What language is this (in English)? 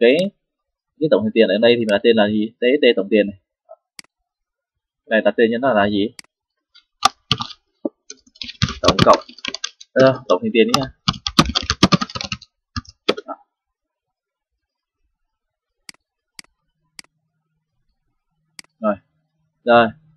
Vietnamese